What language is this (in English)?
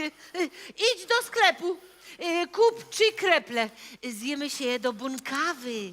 Silesian